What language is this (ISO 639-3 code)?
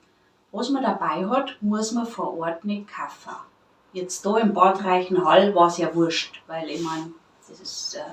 bar